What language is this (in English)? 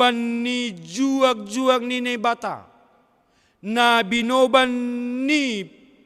Batak Simalungun